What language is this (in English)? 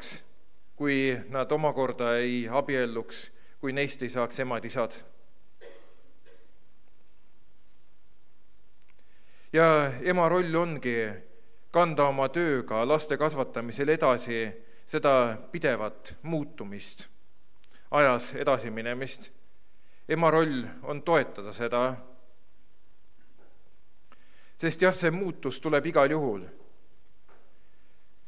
Estonian